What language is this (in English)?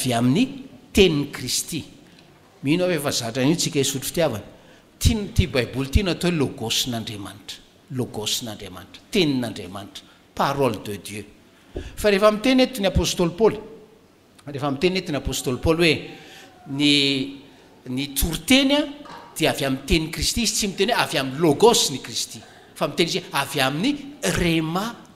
Malagasy